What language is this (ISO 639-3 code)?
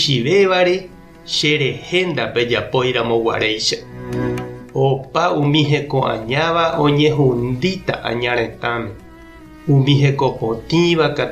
grn